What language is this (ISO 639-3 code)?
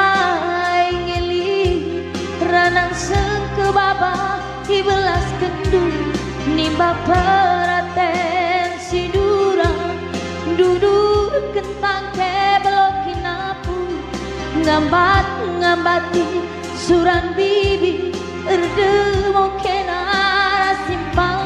btx